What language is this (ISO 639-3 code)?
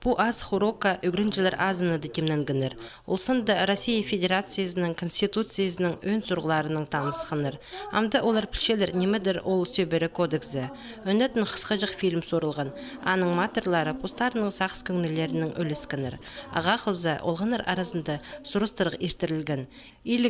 kjh